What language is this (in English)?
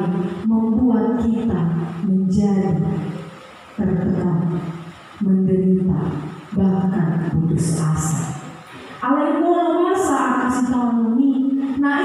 Batak Toba